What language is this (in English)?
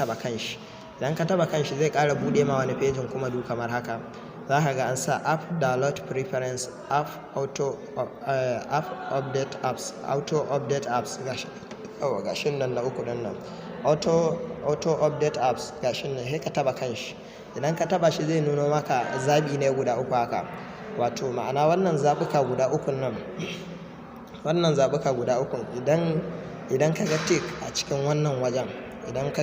Hausa